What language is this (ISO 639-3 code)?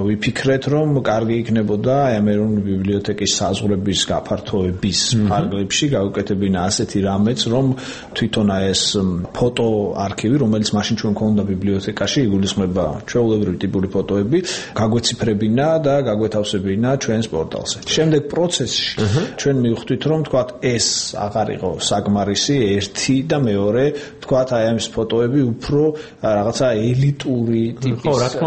kat